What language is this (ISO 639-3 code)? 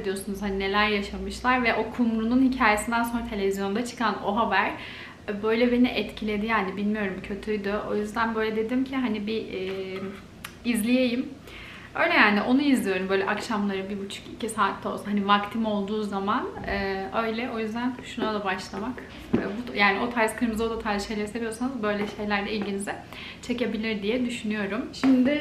tur